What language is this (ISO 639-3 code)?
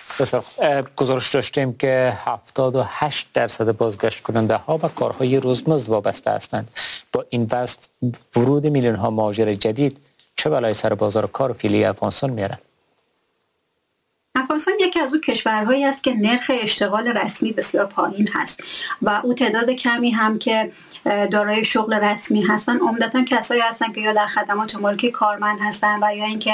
fas